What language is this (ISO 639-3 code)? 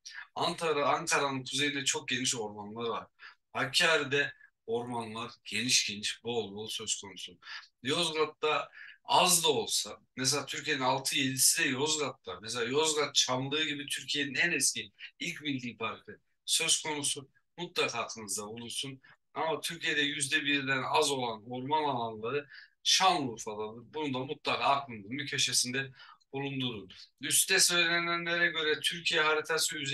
tur